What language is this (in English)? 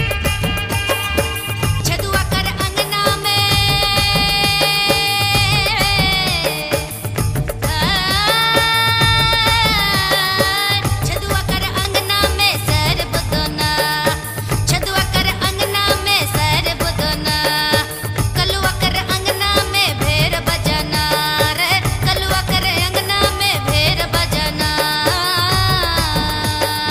Sadri